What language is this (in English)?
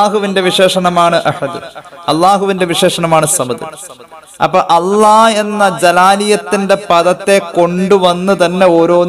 Malayalam